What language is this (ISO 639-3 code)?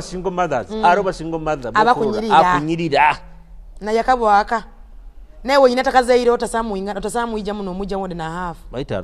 ttj